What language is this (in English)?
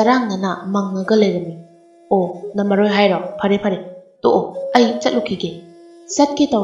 Manipuri